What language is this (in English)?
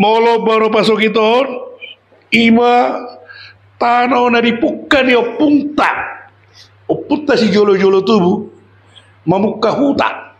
Batak Toba